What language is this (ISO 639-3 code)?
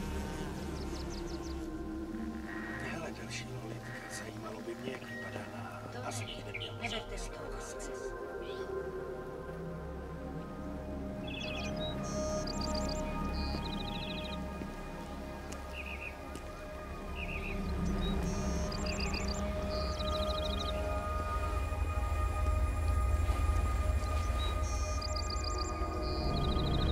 ces